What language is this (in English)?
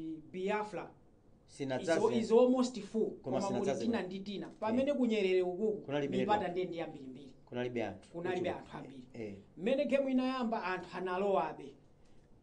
Nyanja